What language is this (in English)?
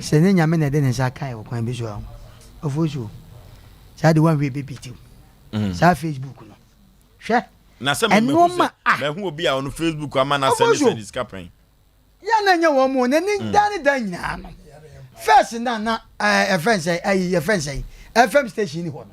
Akan